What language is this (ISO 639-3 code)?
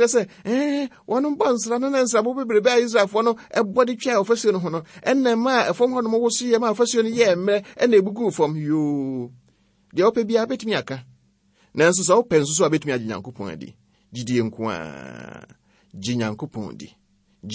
aka